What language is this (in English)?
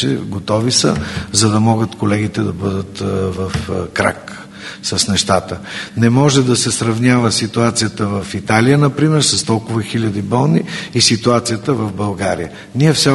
Bulgarian